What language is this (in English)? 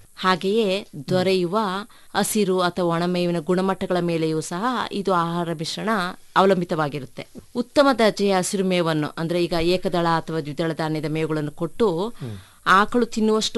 Kannada